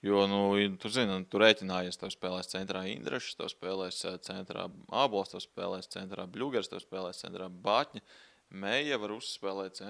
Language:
Latvian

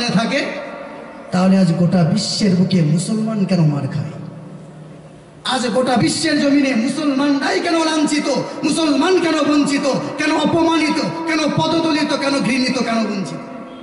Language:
Bangla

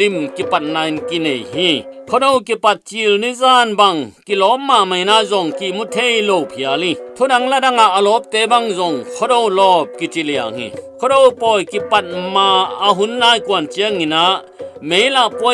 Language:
Tedim Chin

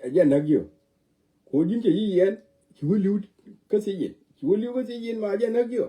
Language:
Nuer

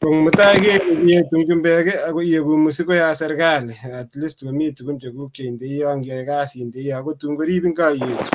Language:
Kalenjin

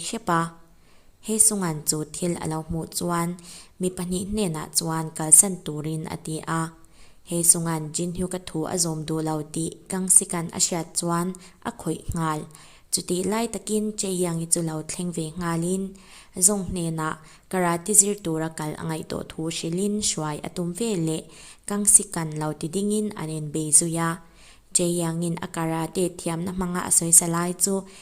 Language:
Mizo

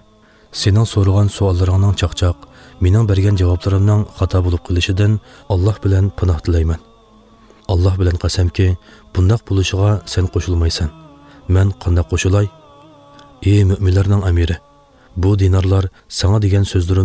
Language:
Uyghur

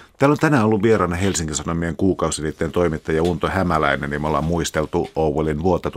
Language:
Finnish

